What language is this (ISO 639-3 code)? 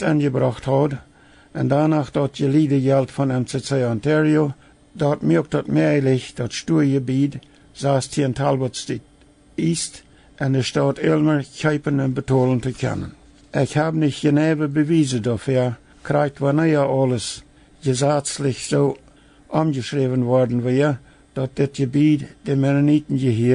pdt